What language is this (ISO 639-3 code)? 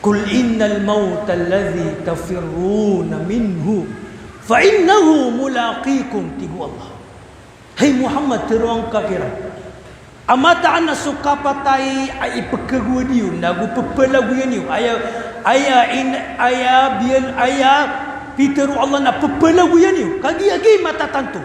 mrw